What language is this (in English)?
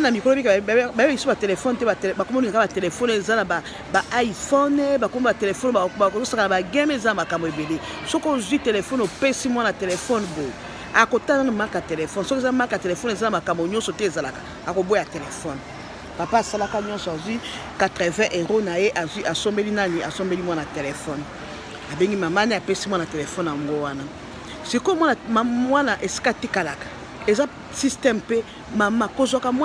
Lingala